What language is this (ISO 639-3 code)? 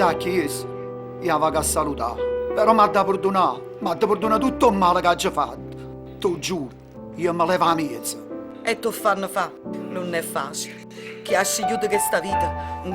nap